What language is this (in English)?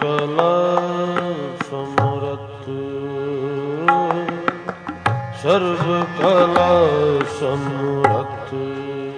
Punjabi